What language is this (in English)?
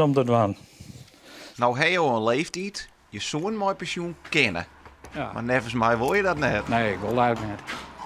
Western Frisian